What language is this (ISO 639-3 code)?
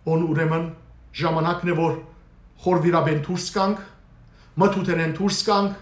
hyw